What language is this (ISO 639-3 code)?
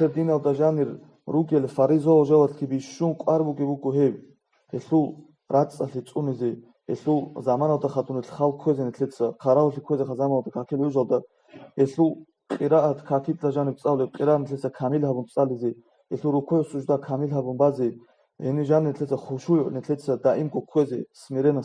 ava